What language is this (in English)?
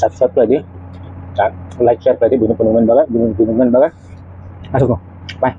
Kok Borok